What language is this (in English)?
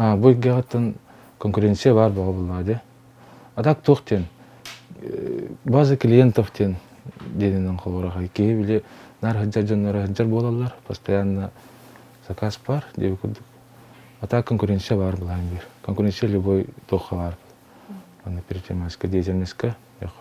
Yakut